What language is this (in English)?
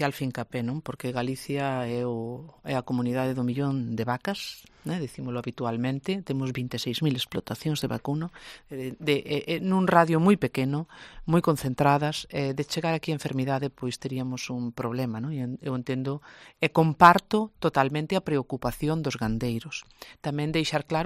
Galician